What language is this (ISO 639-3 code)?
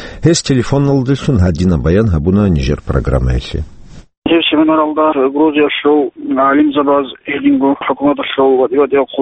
ava